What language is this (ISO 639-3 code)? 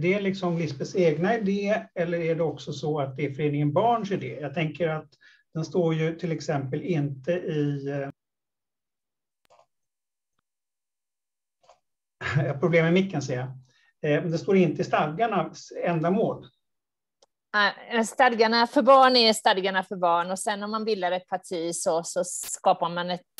swe